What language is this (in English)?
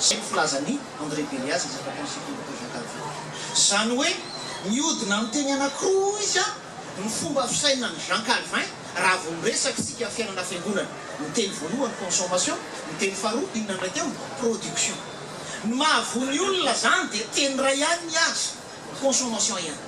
Malagasy